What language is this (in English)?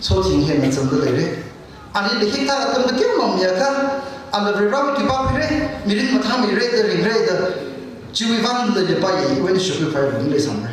Tangkhul Naga (India)